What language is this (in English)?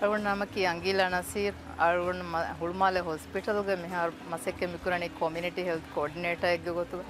Divehi